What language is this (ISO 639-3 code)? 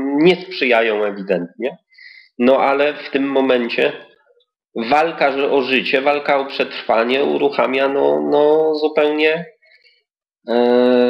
pol